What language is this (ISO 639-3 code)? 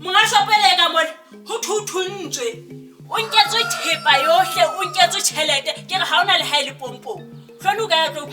sot